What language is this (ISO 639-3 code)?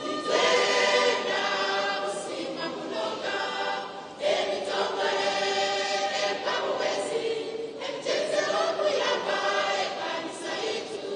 nyn